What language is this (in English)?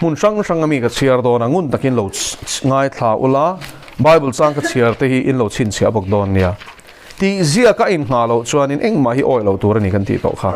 Mizo